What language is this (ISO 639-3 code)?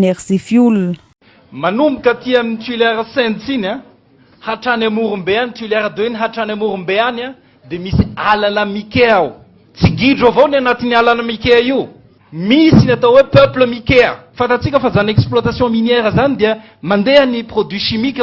mlg